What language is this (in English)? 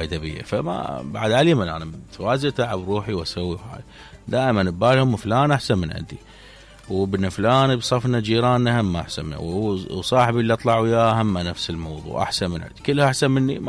Mesopotamian Arabic